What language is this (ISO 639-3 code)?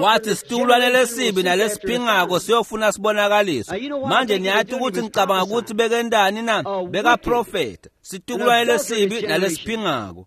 ssw